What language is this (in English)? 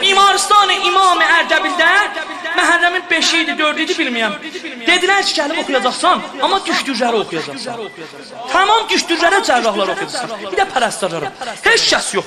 South Azerbaijani